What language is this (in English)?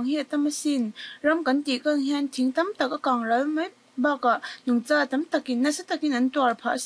Mizo